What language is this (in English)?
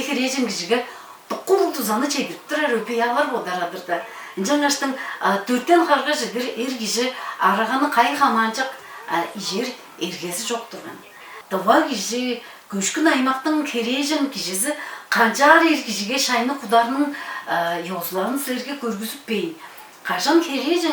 Tuvinian